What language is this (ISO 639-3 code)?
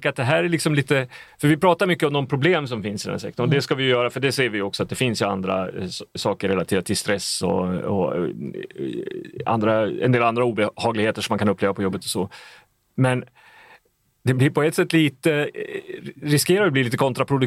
swe